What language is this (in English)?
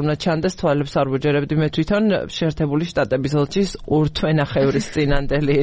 Georgian